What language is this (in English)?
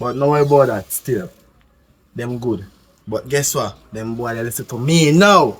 Jamaican Creole English